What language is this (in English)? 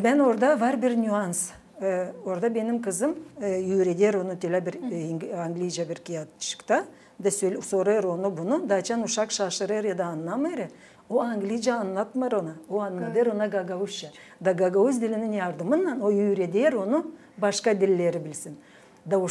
Gagauz